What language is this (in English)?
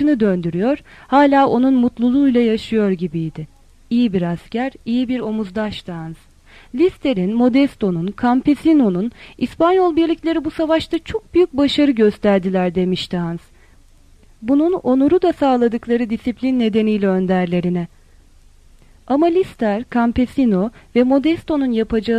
Turkish